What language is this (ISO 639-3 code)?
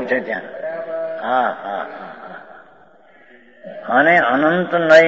guj